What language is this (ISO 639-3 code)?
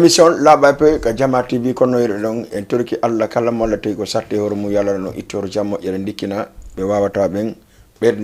ful